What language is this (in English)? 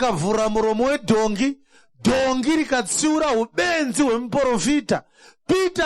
Shona